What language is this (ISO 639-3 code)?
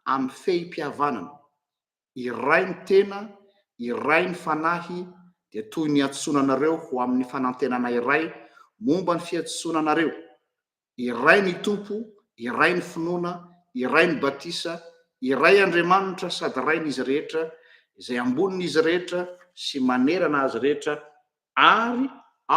mlg